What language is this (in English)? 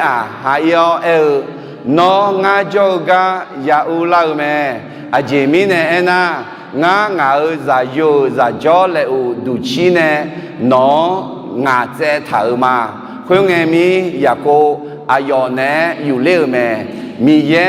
Akha